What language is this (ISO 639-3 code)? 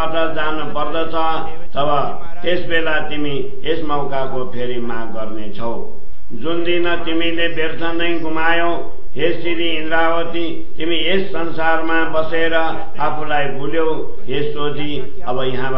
nep